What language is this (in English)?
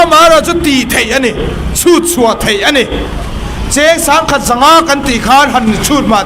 Mizo